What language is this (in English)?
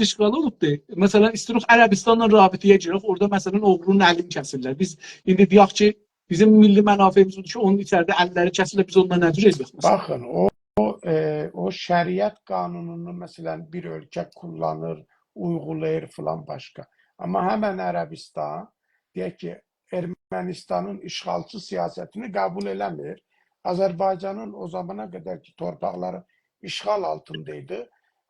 South Azerbaijani